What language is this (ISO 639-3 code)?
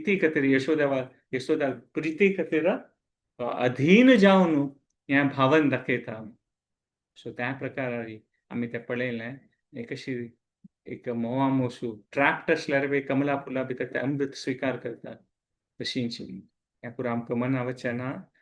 kok